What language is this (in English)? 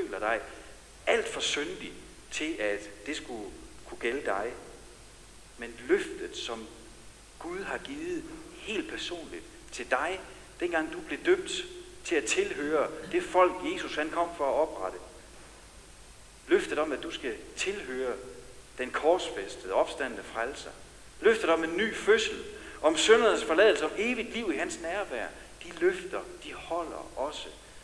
Danish